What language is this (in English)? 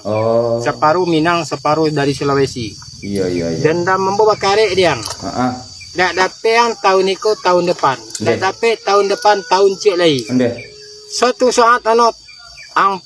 Minangkabau